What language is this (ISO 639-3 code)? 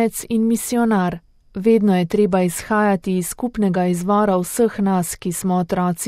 slv